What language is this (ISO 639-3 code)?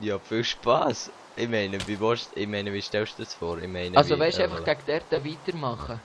gsw